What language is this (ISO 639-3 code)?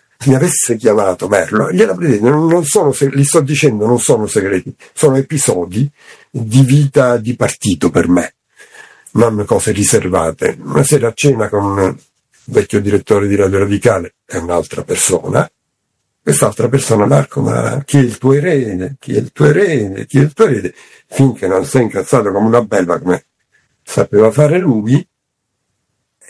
ita